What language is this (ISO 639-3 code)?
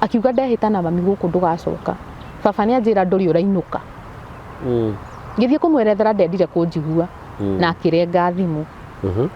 kik